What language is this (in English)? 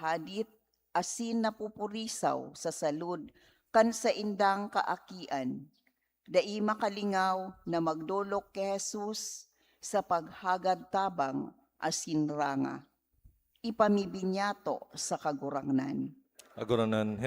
Bikol